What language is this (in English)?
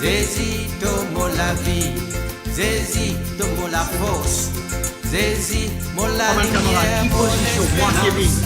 Morisyen